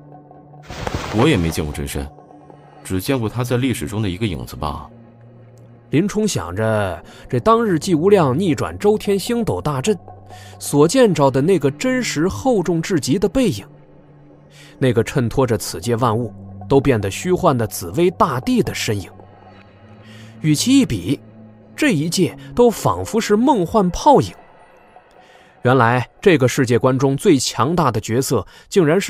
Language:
Chinese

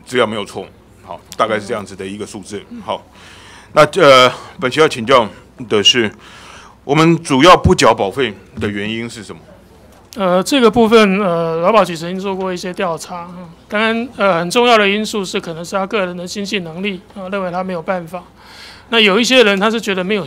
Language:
Chinese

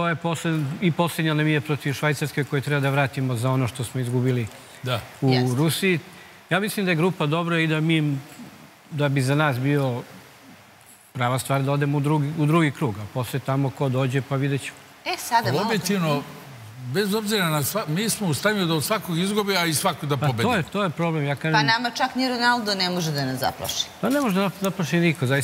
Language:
Serbian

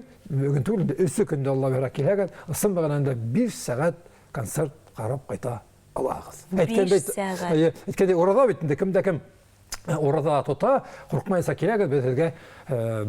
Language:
Bashkir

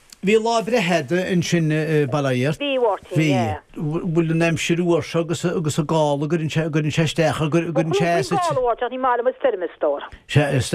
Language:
Irish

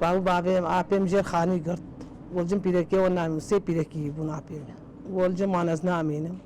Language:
Kurdish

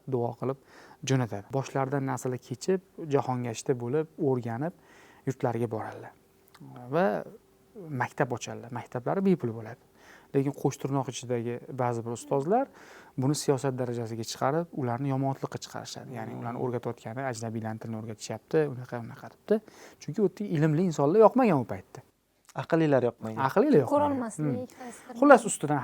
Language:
Uzbek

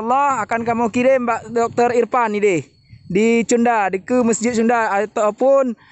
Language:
Achinese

